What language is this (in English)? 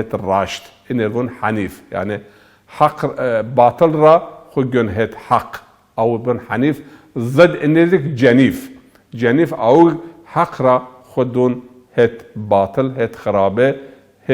Zaza